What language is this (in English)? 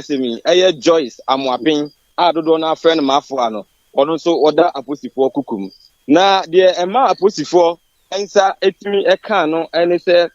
Akan